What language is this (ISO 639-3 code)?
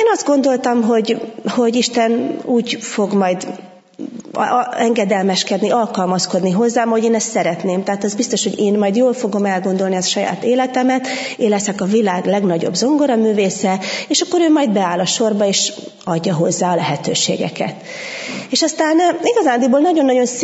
hun